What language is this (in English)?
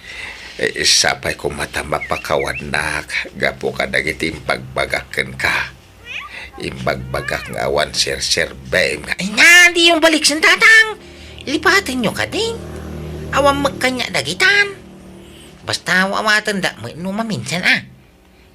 Iloko